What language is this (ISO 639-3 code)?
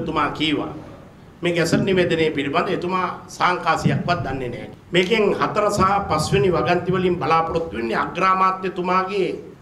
sin